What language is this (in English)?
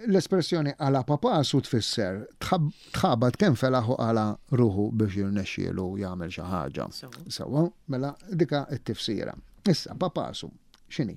Maltese